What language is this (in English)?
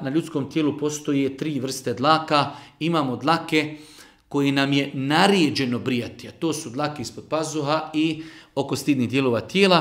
Bosnian